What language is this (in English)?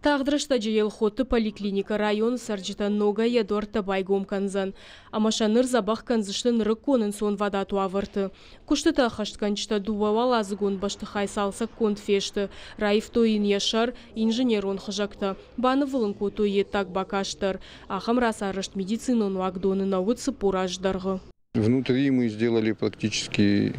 Ossetic